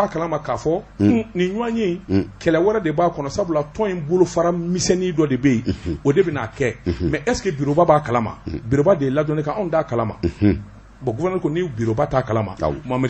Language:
Bambara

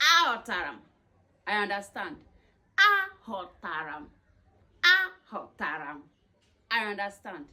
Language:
Igbo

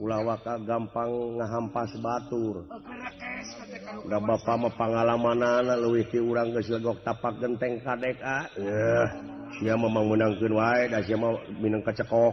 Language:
Sundanese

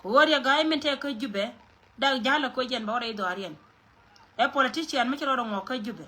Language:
Nuer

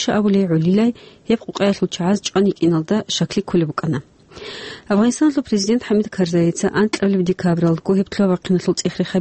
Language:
Avaric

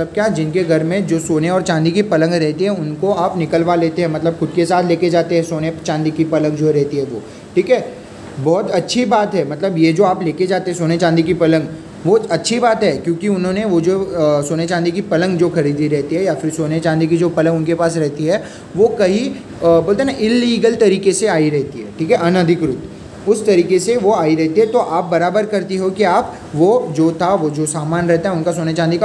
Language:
Hindi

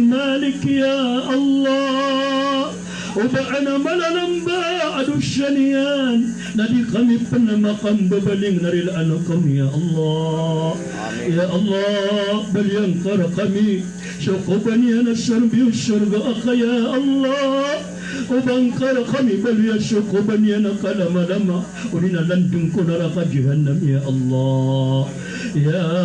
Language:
Maranao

